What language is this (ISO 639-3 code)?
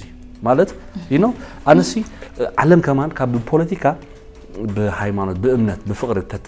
tir